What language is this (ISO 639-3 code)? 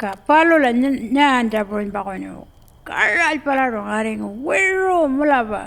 pjt